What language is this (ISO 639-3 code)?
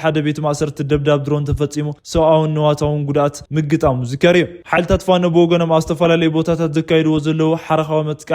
tir